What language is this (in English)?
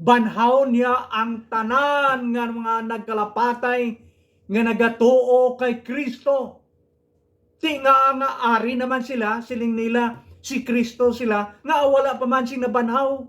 Hiligaynon